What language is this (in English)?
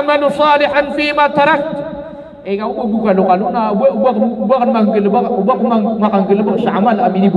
Maranao